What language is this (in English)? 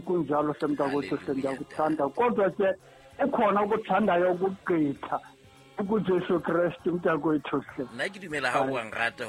Southern Sotho